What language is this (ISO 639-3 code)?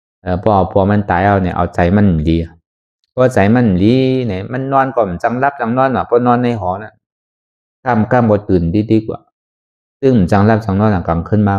shn